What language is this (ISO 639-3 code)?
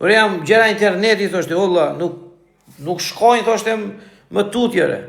sqi